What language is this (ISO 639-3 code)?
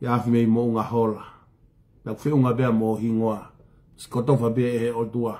ton